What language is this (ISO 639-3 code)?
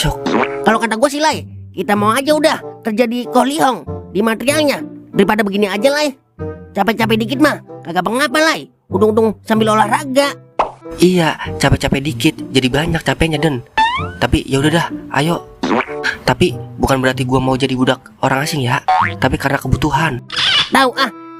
bew